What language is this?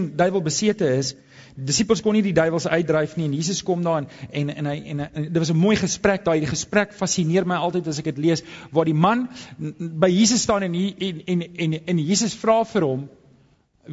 Afrikaans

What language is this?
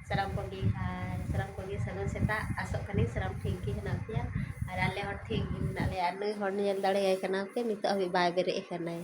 Santali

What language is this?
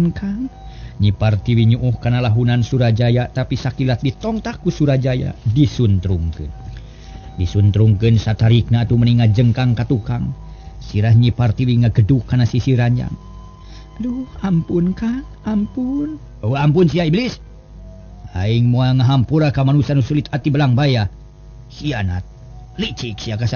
Sundanese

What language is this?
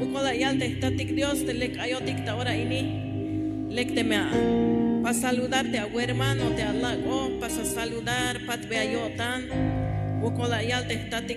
Tzeltal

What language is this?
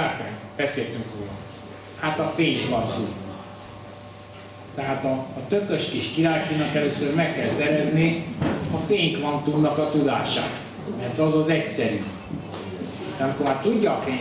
Hungarian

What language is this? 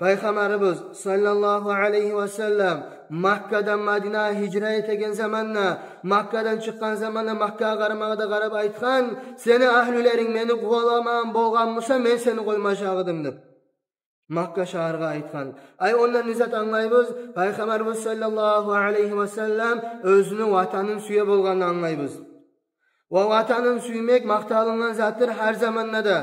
Kumyk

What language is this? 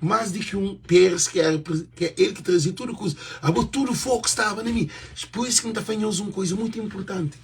Kabuverdianu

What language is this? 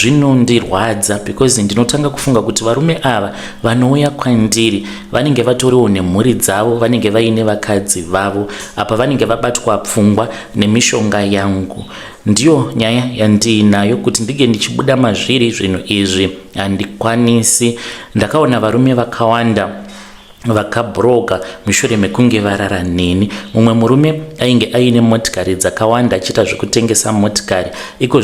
Shona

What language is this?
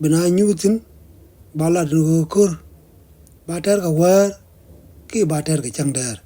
Nuer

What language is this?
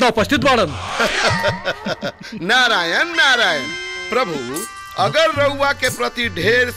Bhojpuri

